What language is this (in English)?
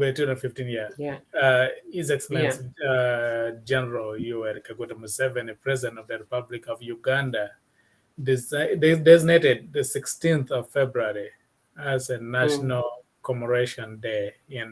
Acoli